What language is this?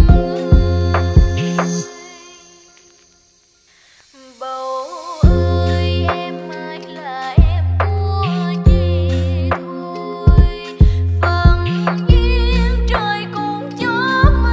Vietnamese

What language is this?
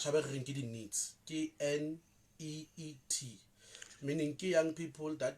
Southern Sotho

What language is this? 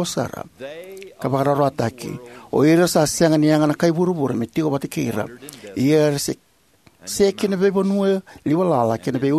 Fijian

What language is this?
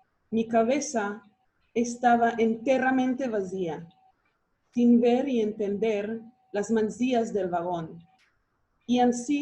Ladino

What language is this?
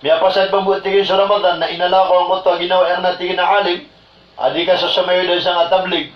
Maranao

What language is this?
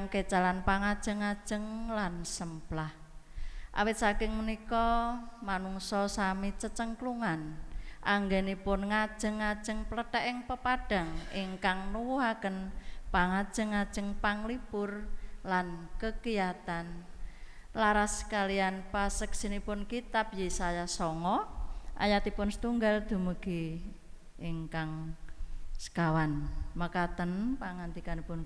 Javanese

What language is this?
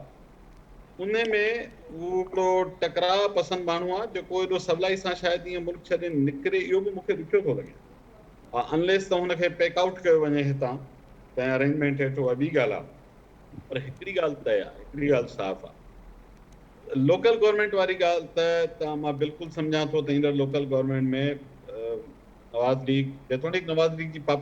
Sindhi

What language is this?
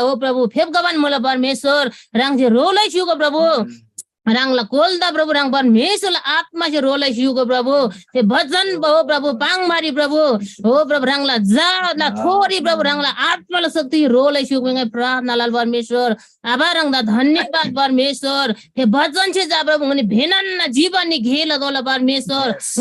Eastern Tamang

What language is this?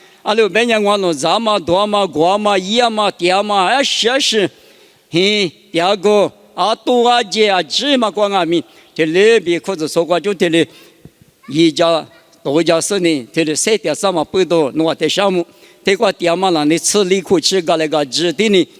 Lisu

